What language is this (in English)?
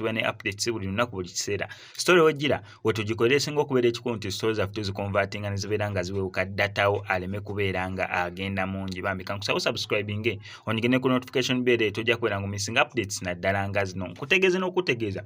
Ganda